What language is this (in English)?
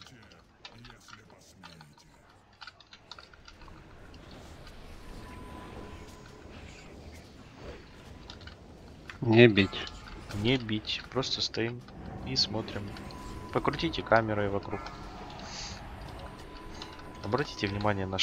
Russian